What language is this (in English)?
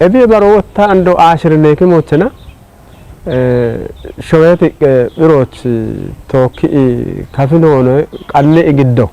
Kafa